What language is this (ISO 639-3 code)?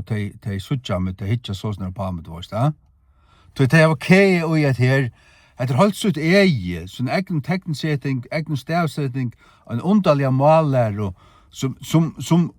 fao